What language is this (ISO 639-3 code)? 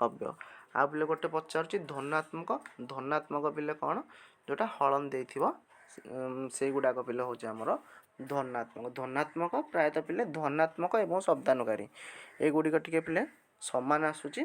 ori